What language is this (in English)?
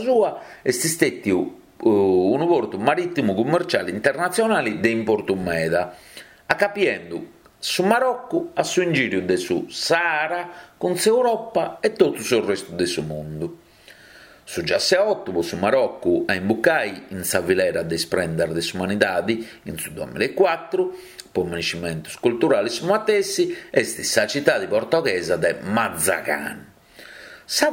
Sardinian